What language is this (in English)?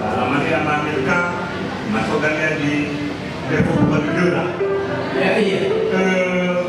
Nias